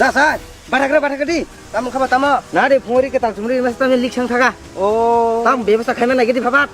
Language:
Kok Borok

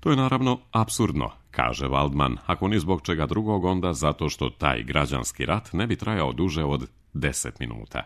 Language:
Serbian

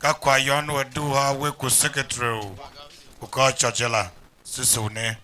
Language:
Tiv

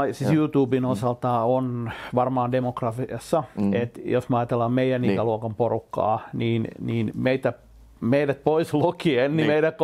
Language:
Finnish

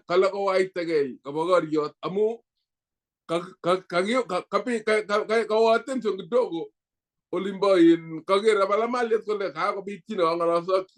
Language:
Kalenjin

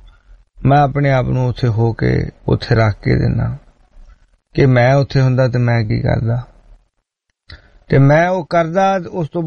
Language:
Punjabi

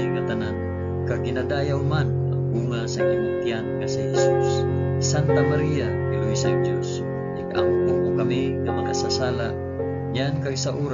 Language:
Hiligaynon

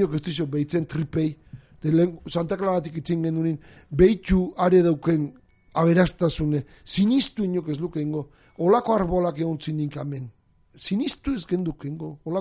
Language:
Basque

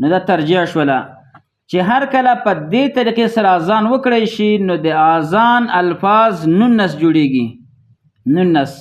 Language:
Pashto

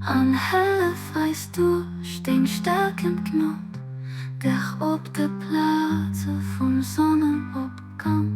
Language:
Luxembourgish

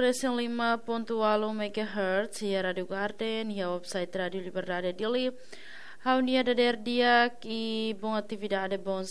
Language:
Tetum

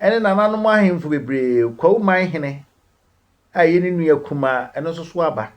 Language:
Akan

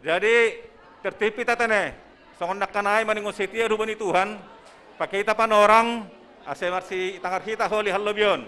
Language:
Batak Simalungun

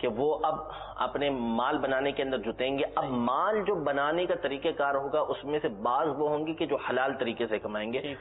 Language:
Urdu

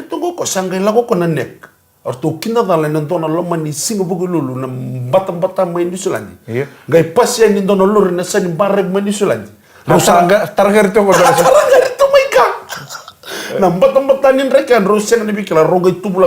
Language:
Fijian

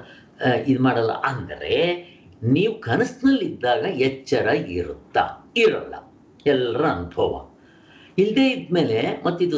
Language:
Kannada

